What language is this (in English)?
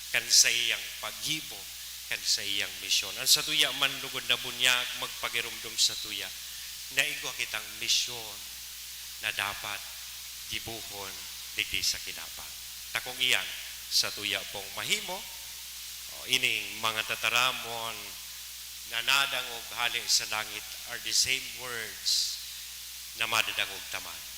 Bikol